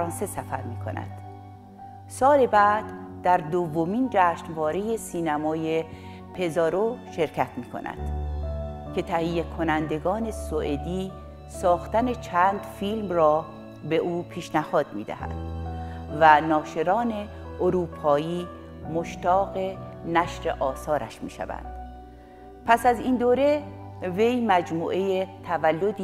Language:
Persian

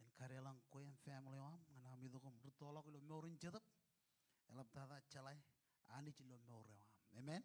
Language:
Marshallese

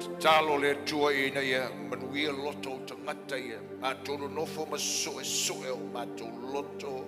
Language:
Samoan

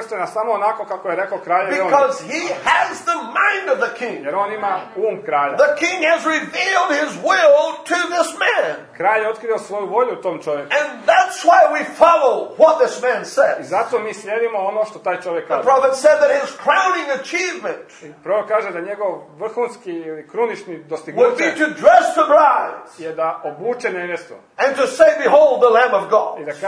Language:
Croatian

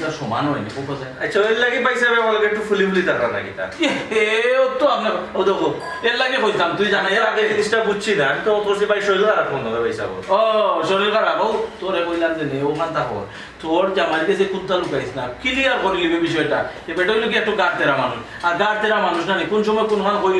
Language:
Sylheti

